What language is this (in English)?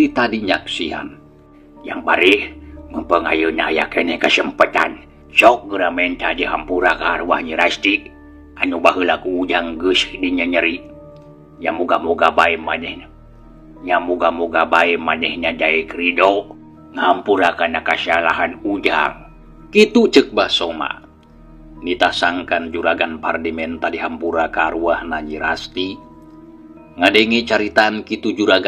Sundanese